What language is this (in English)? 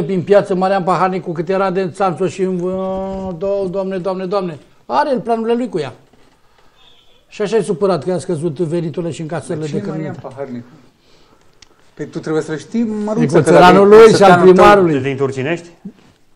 Romanian